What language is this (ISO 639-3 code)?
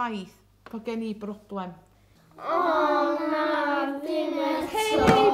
cym